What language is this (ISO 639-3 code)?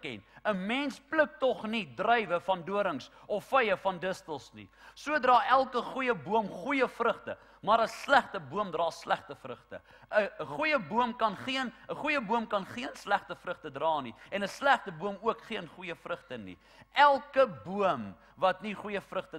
afr